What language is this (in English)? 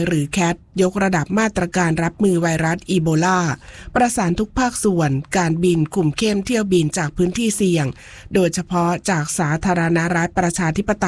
Thai